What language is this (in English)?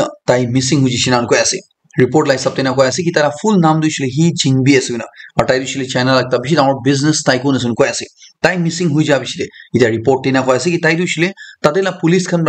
Naga Pidgin